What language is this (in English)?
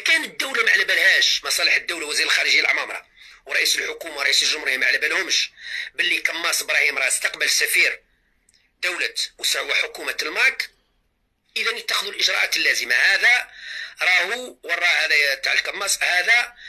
Algerian Arabic